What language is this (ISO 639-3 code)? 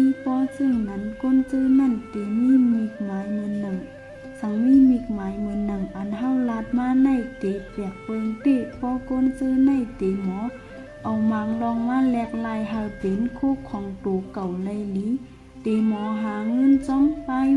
shn